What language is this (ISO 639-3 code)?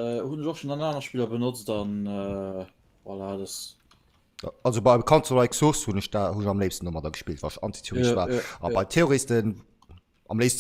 ltz